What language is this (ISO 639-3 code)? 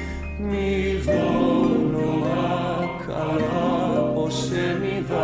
ell